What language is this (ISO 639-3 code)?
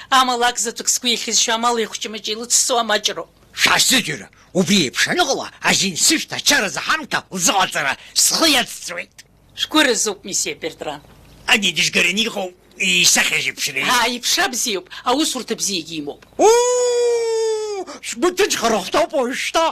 abk